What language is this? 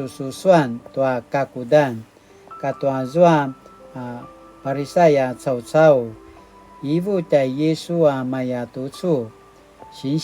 Paiwan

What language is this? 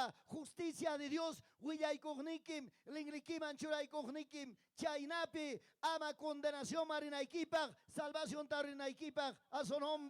Ayacucho Quechua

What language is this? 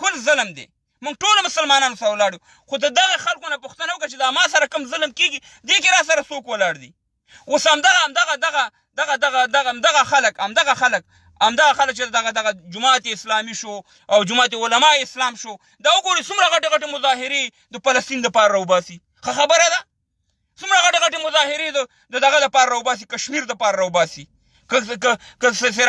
Pashto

